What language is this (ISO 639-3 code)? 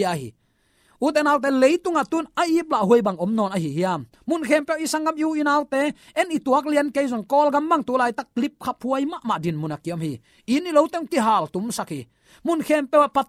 ctd